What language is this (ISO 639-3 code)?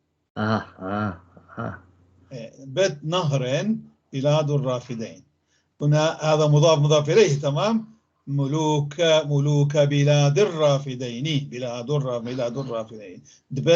apc